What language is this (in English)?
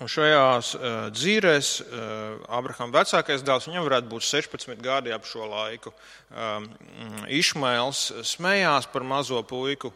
Latvian